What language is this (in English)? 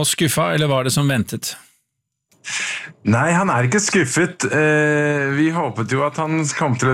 Norwegian